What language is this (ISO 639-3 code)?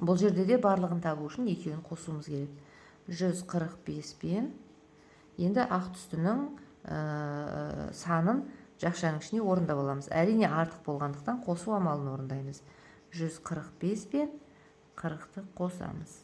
kaz